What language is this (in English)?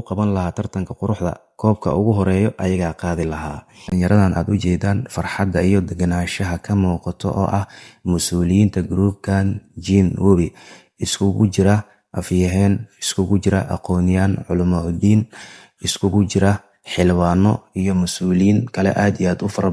Somali